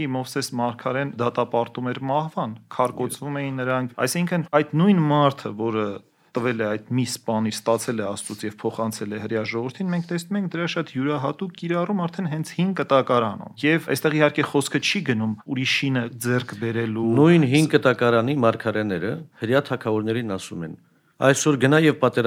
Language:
Armenian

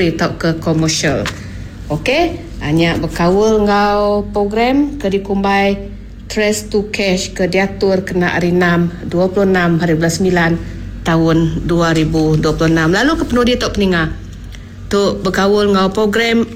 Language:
Iban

